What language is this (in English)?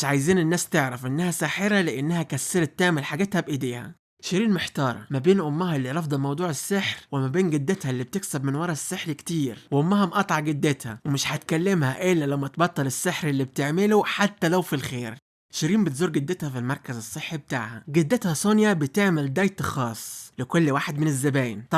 Egyptian Arabic